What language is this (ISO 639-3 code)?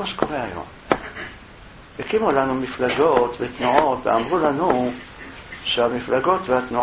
heb